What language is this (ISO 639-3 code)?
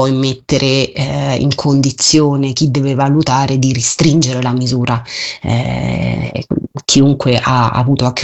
ita